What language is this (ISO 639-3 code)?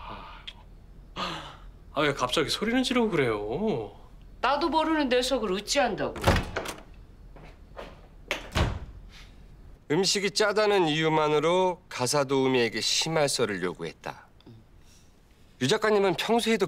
kor